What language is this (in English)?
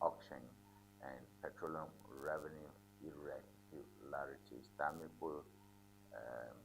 Ewe